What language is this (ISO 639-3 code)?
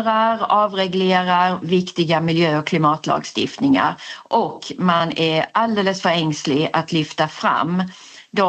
swe